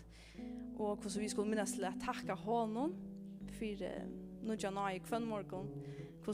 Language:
Faroese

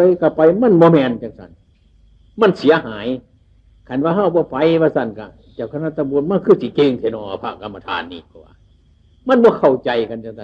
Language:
Northeastern Thai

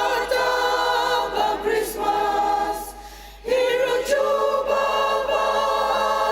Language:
Ao Naga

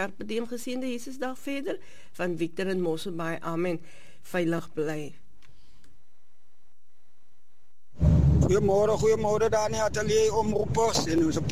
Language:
Afrikaans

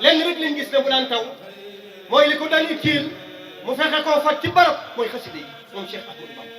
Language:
Wolof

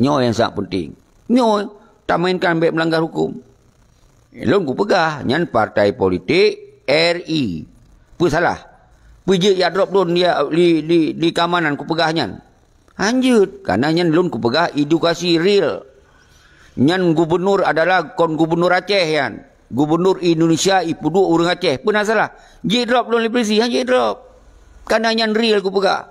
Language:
Achinese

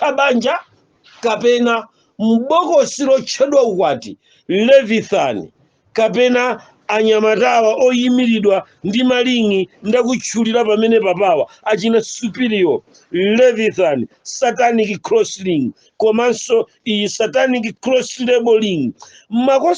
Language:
Nyanja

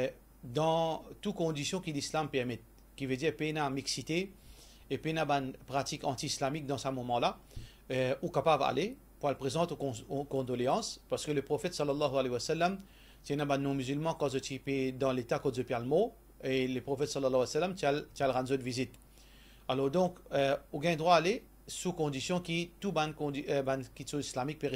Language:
Morisyen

